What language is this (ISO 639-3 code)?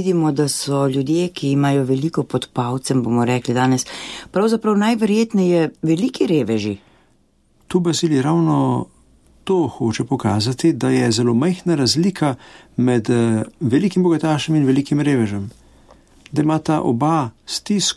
slv